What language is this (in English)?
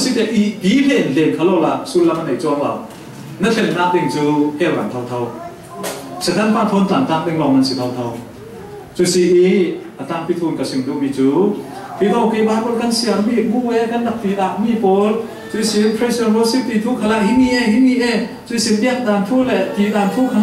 Falam Chin